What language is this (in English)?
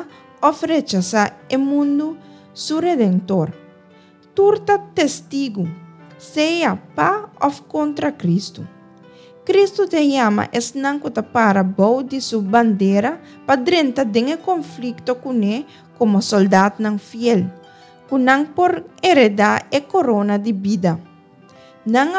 Papiamento